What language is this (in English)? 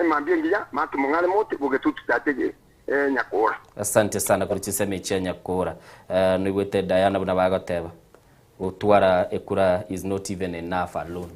Gusii